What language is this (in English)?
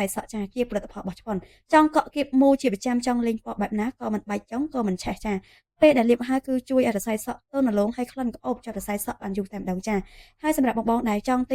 Khmer